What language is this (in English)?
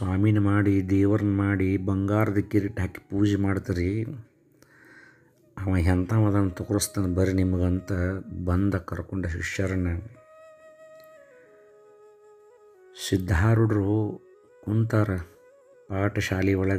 Kannada